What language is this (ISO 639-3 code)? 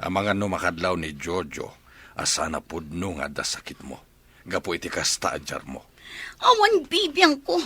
ilo